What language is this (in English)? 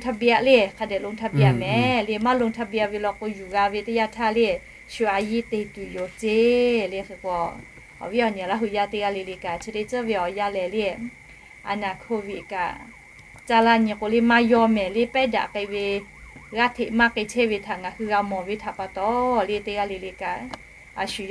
Lahu